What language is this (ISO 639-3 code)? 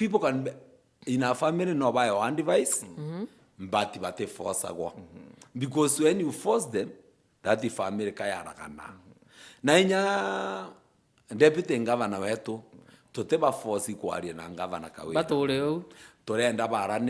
mer